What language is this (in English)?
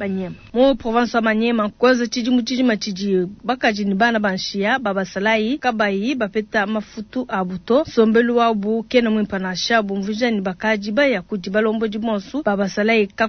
Luba-Lulua